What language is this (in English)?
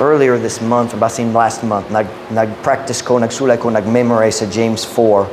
Cebuano